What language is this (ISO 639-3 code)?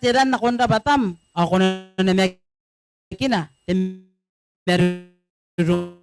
gil